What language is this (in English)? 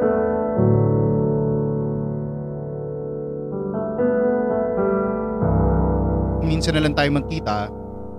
Filipino